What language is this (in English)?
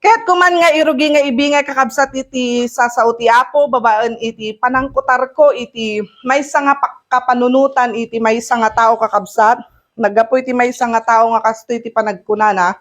Iloko